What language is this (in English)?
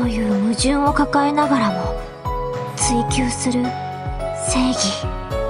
Japanese